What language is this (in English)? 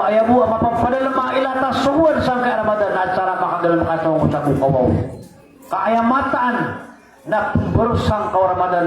Maranao